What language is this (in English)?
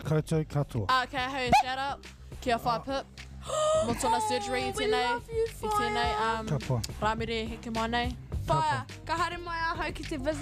Māori